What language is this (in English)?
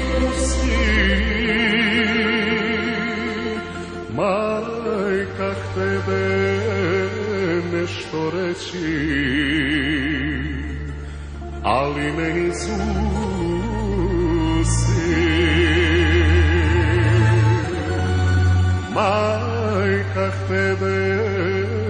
Serbian